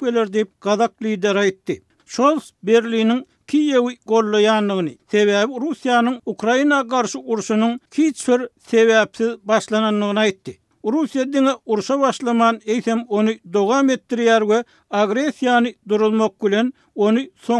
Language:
Turkmen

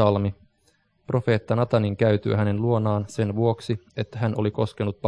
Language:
Finnish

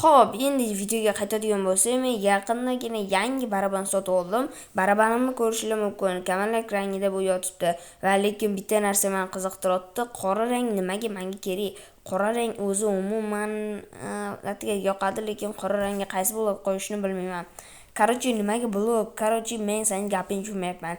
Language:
Uzbek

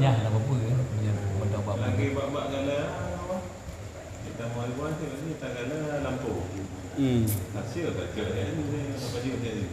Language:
Achinese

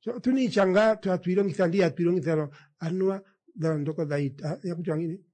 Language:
Kuanyama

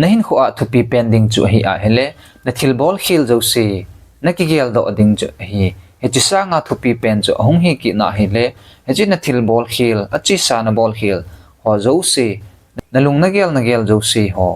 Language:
Thado Chin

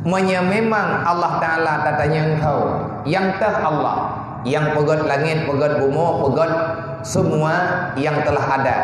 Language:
Achinese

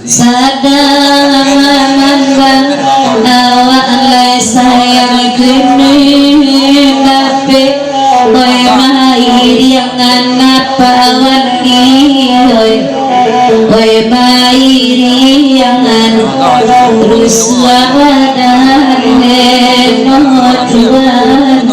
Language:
Minangkabau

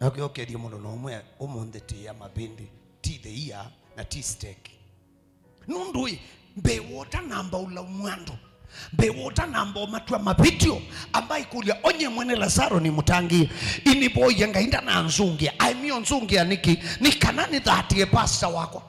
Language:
Kamba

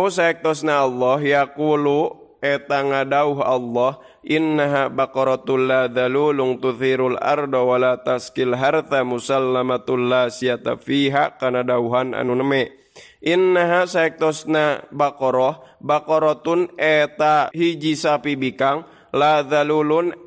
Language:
Sundanese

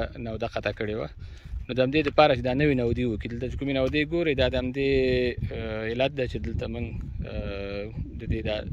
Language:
Pashto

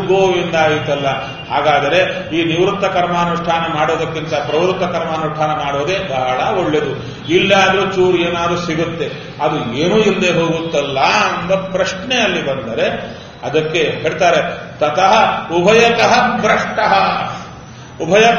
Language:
Kannada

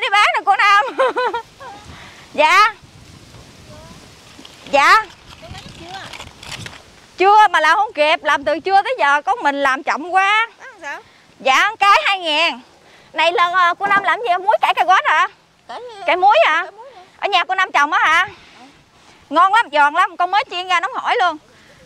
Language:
Vietnamese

